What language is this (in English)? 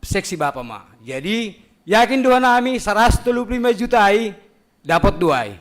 Batak Simalungun